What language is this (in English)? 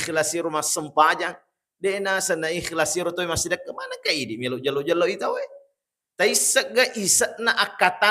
Buginese